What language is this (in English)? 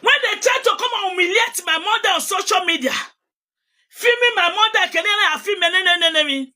Nigerian Pidgin